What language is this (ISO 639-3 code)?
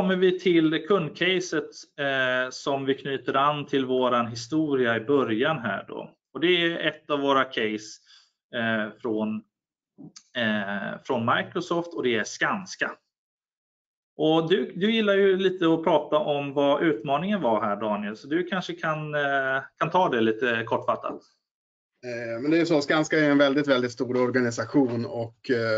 swe